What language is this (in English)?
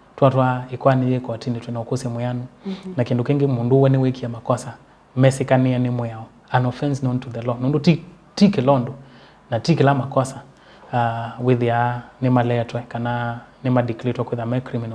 Kamba